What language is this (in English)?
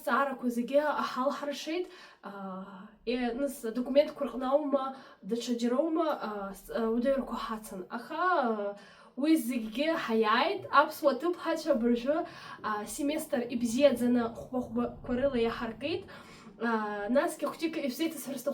Abkhazian